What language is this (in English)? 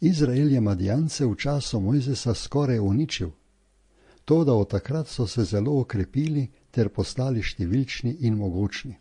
Slovenian